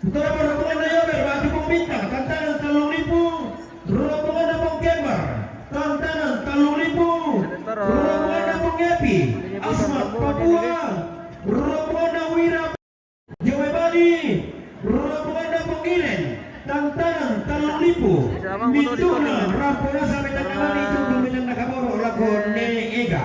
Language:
Toraja-Sa'dan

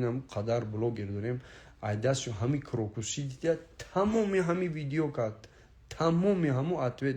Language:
Tajik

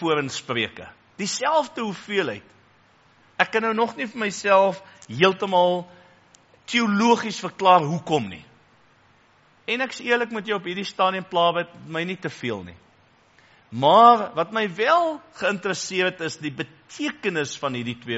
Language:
Afrikaans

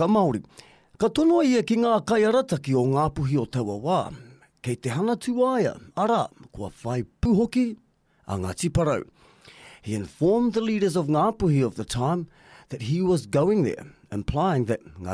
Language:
Māori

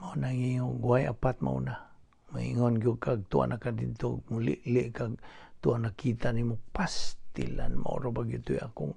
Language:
Cebuano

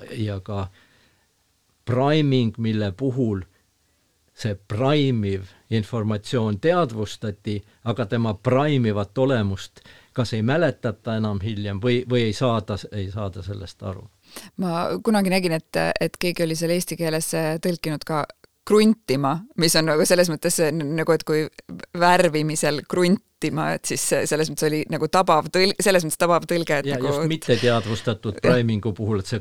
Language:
Estonian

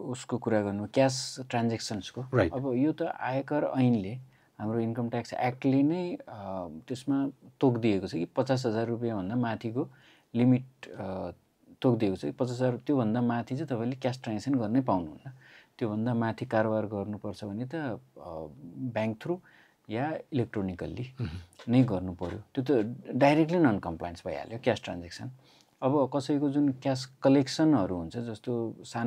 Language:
Nepali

